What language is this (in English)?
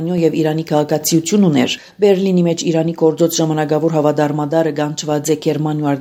Armenian